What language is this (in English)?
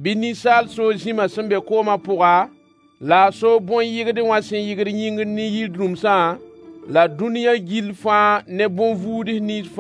Mossi